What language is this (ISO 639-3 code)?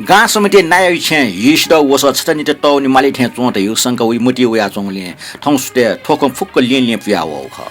new